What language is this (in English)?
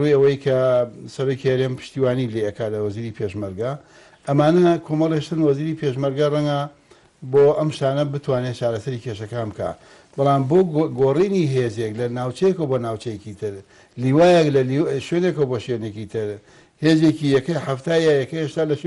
Central Kurdish